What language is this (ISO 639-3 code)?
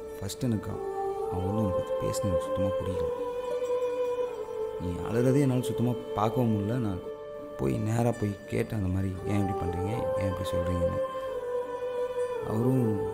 tam